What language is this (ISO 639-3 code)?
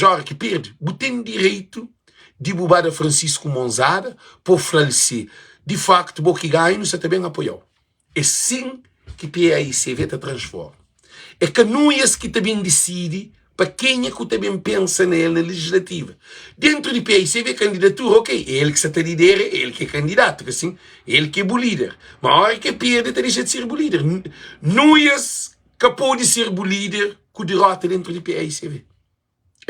kea